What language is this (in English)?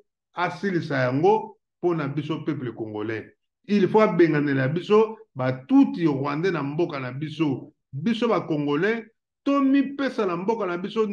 Lingala